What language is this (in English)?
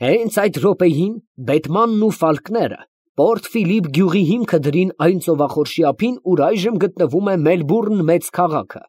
Armenian